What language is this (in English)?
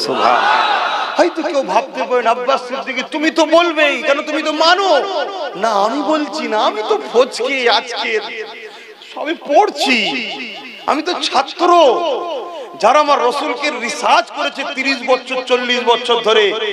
Bangla